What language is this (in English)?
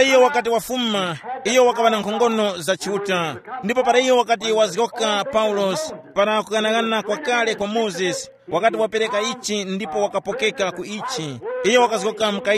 Tumbuka